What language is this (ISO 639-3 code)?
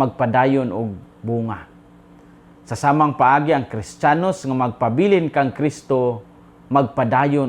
ceb